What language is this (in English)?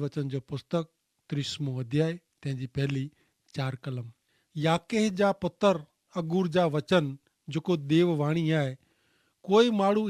Kachhi